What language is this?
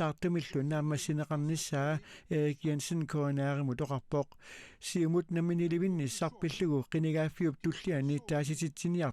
Kalaallisut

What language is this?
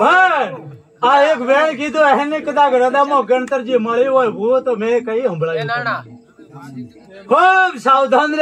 Gujarati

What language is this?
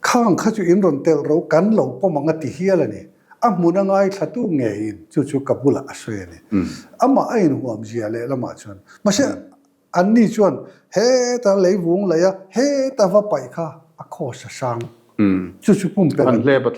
Mizo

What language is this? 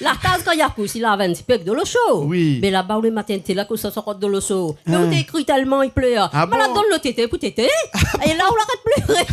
Réunion Creole French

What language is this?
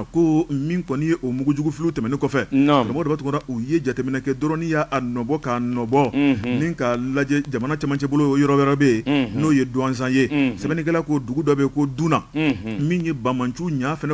Bambara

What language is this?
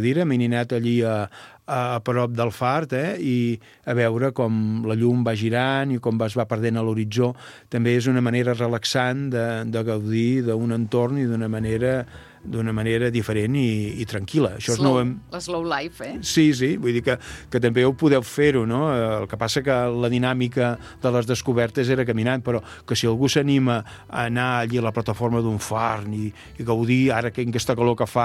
Catalan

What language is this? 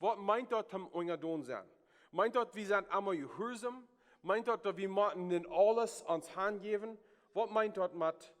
Plautdietsch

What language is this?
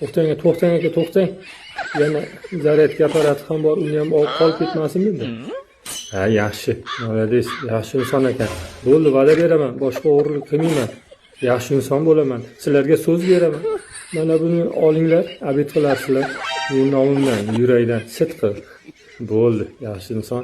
Uzbek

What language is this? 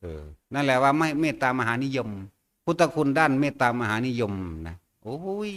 Northeastern Thai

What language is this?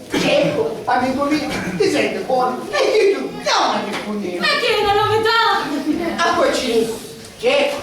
Sicilian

